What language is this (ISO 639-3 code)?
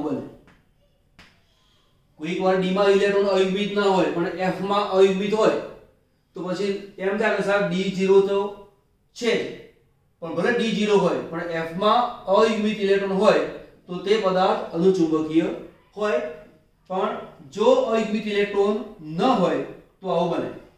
guj